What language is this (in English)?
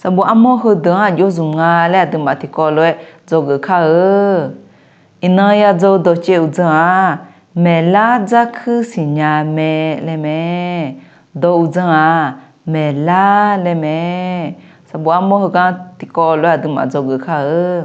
Akha